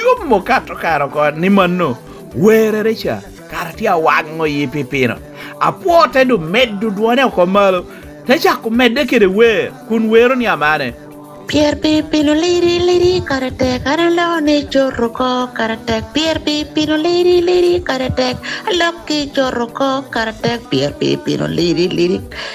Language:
Lango (Uganda)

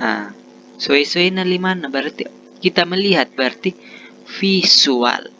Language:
Makasar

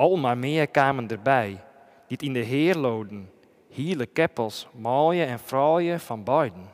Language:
Western Frisian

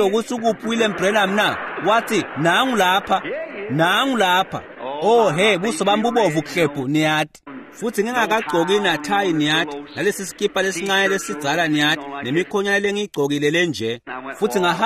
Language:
Swati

